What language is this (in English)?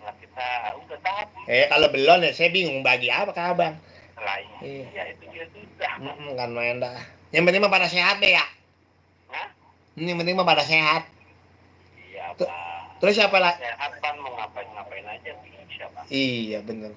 Betawi